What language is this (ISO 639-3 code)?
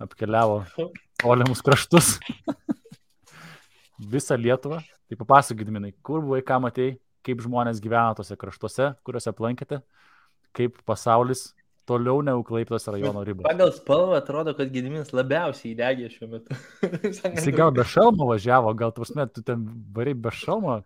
lit